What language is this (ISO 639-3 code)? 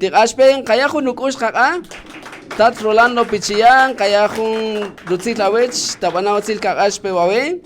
cak